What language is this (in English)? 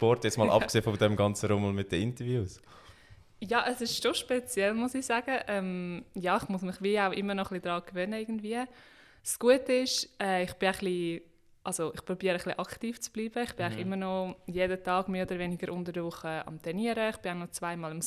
Swiss German